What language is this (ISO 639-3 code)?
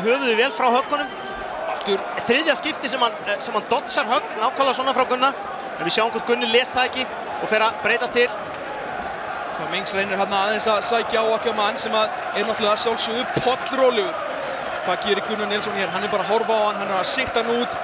isl